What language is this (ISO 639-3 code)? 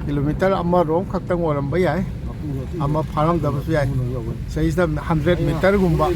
mni